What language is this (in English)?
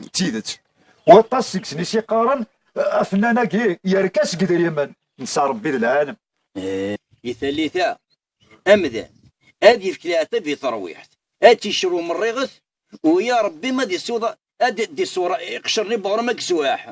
Kabyle